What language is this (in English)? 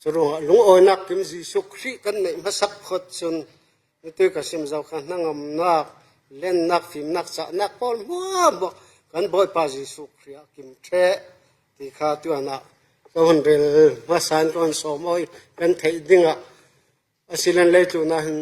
Falam Chin